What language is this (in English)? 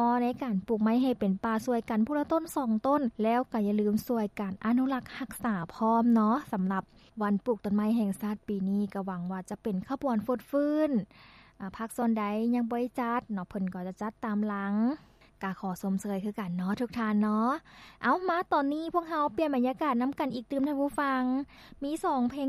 Lao